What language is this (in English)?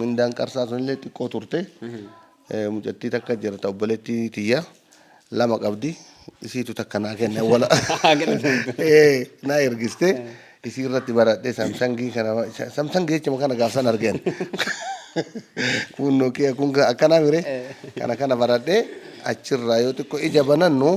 Oromo